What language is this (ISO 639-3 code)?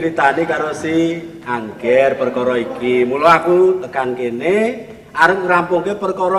jav